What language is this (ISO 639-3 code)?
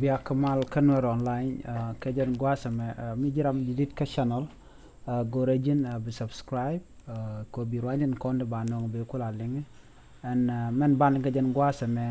nus